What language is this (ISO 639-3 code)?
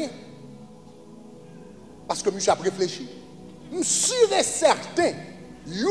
fra